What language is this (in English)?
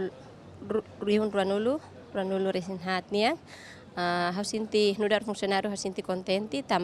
Tetum